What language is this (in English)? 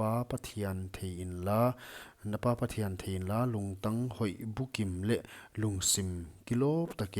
Paite Chin